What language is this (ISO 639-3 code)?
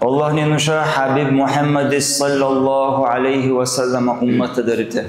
dar